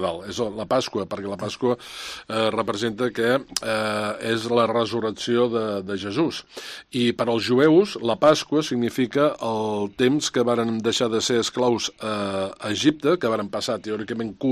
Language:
Catalan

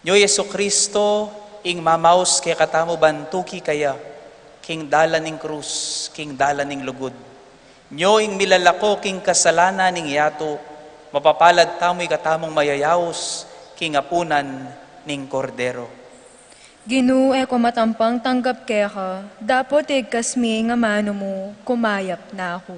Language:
Pampanga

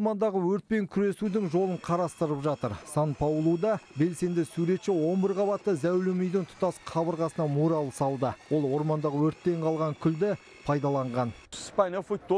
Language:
Kazakh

